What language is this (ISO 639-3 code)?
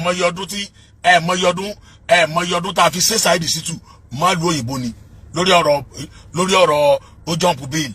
yor